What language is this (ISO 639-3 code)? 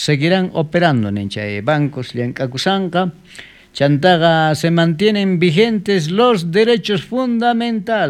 quh